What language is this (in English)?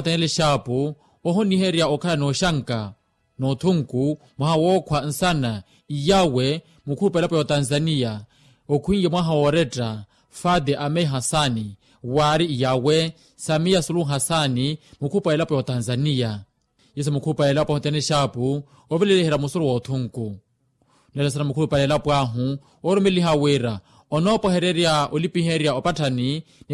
Makhuwa